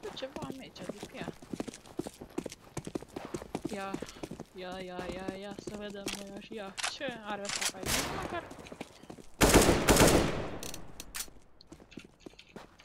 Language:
Romanian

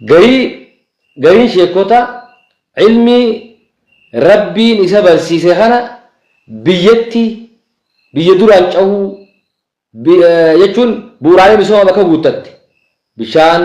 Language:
Oromo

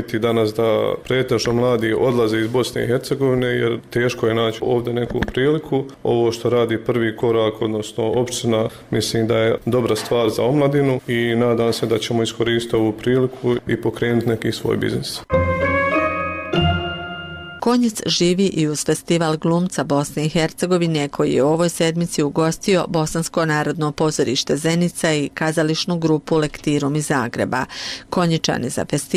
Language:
Bosnian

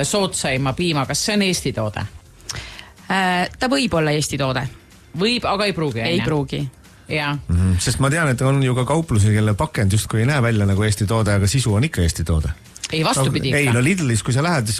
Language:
Estonian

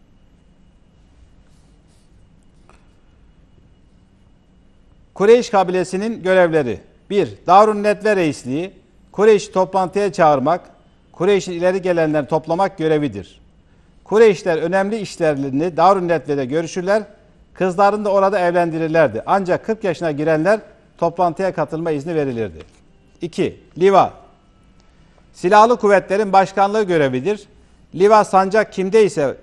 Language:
Turkish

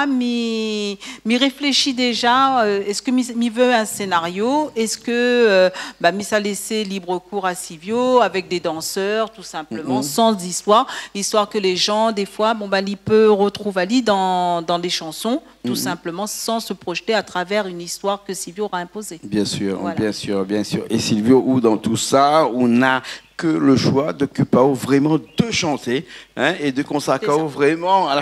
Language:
Réunion Creole French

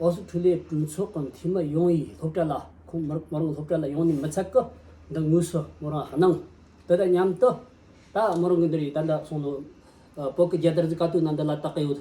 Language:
Tibetan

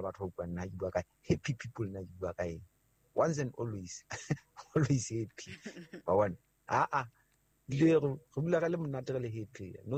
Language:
Southern Sotho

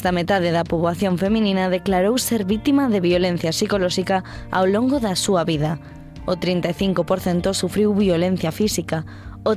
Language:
Galician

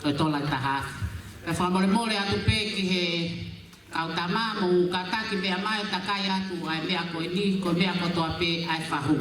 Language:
Tongan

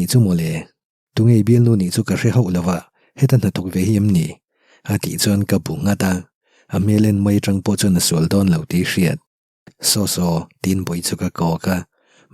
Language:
Mizo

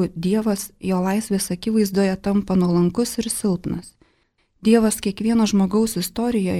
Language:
Lithuanian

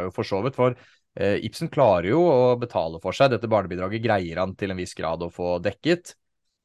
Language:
Norwegian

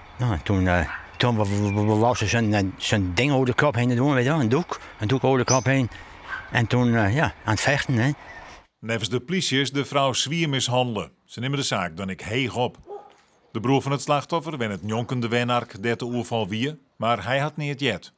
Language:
Western Frisian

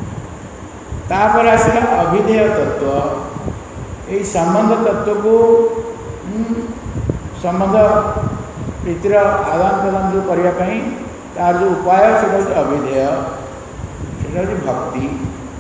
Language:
Odia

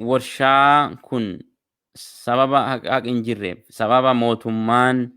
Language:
Oromo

